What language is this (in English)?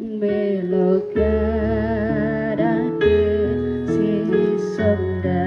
Toraja-Sa'dan